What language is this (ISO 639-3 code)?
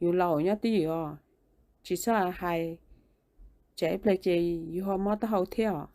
hmn